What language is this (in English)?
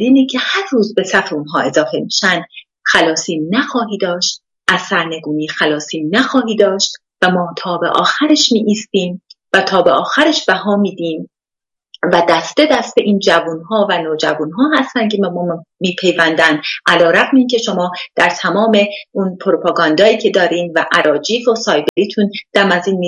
Persian